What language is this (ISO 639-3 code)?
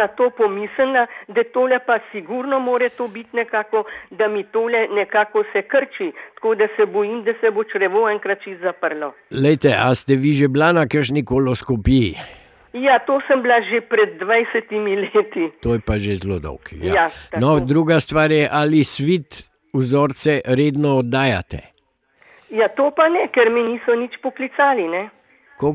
slv